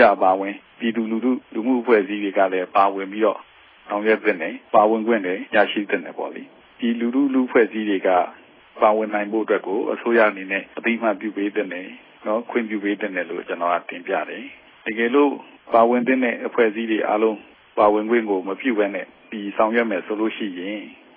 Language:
Burmese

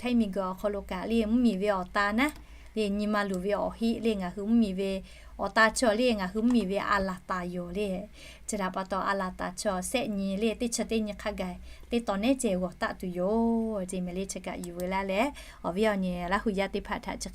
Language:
Lahu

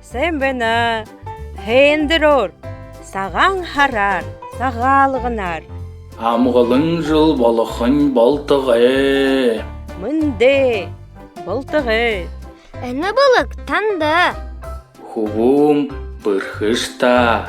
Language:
Buriat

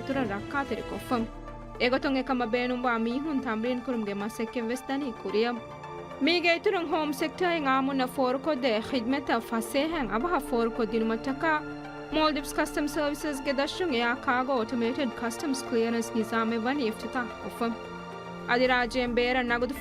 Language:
Divehi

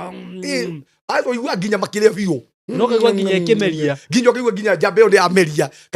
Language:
Kikuyu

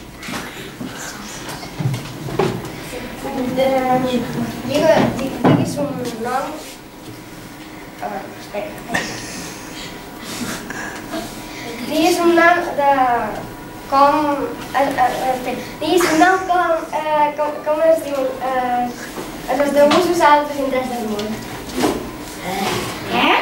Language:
Catalan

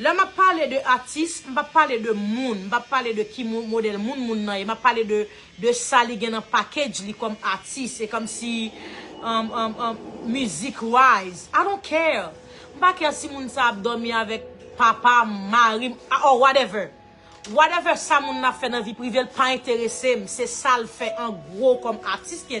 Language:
Haitian Creole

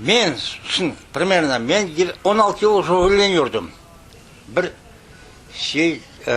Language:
Crimean Tatar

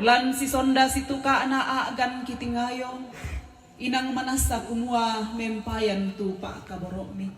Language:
Toraja-Sa'dan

